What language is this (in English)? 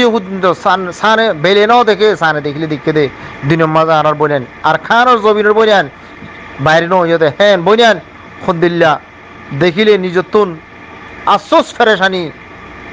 Rohingya